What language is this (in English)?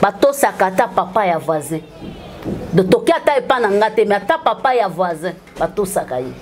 Lingala